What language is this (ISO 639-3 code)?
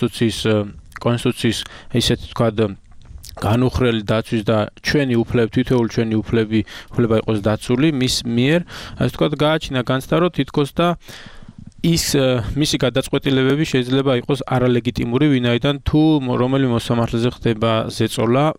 kat